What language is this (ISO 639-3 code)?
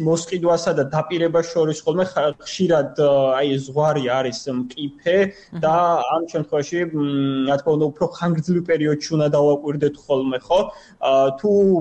kat